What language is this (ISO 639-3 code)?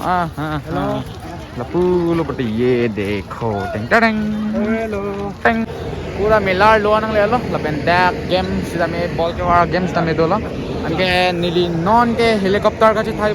mjw